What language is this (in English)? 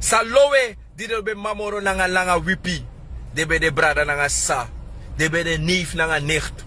Sranan Tongo